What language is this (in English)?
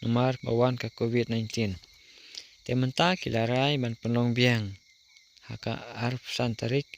Khasi